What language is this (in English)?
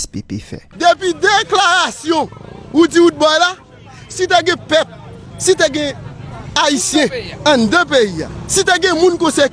Haitian Creole